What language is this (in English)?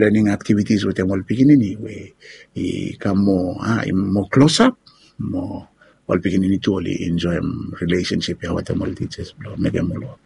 Bislama